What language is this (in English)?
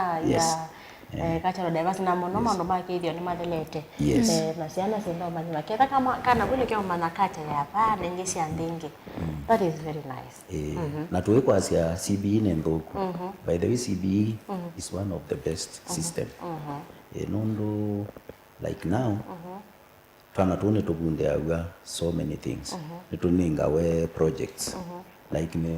Kamba